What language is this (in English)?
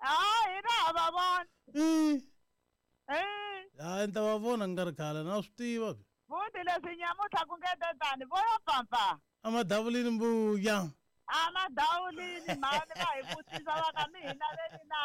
Tsonga